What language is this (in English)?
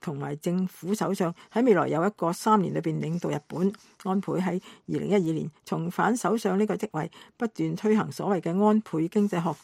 Cantonese